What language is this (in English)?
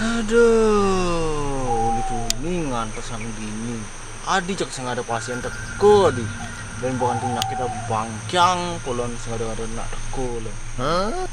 Balinese